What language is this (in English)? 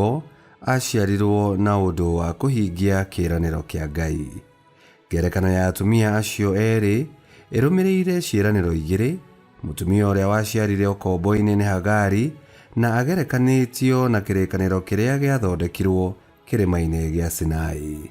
Kikuyu